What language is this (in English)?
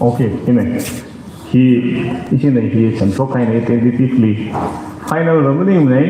Tangkhul Naga (India)